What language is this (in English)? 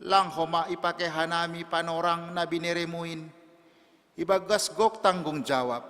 Batak Simalungun